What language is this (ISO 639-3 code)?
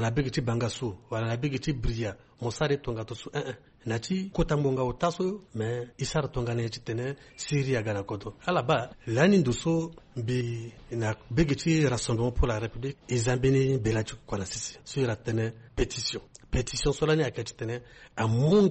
sag